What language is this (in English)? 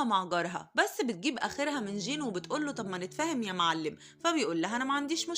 Egyptian Arabic